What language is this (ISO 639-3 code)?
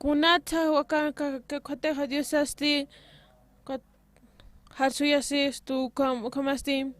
aym